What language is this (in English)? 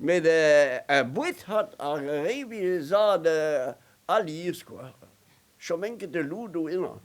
Breton